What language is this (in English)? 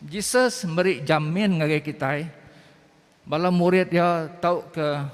Iban